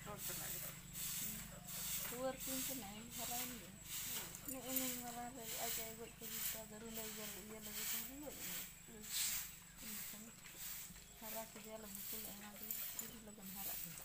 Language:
Santali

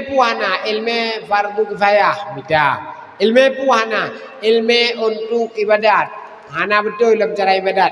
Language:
Achinese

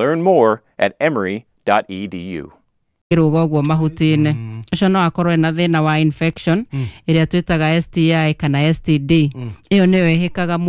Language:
Kikuyu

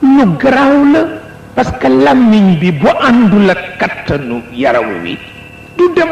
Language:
Wolof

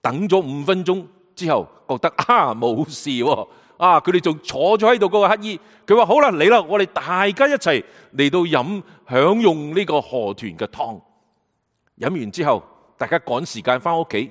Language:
Cantonese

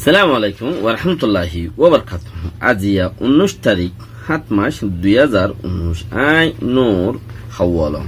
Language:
Rohingya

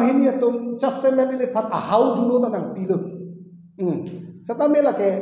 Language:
Karbi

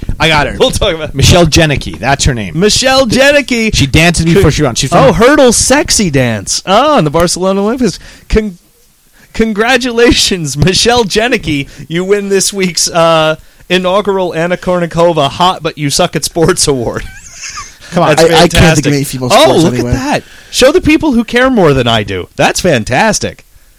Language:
English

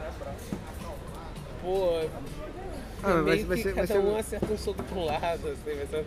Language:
Portuguese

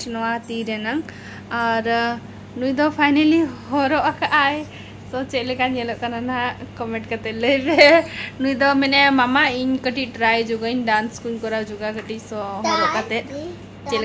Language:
Santali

